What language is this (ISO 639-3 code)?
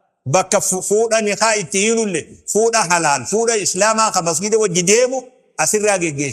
orm